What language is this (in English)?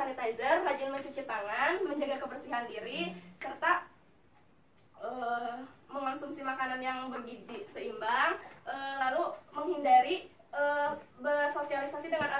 Indonesian